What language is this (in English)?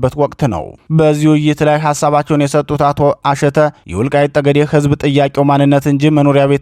Amharic